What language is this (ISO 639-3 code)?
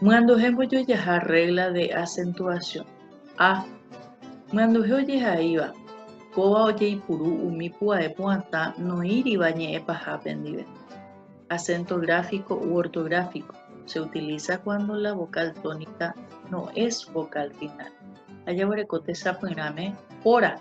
grn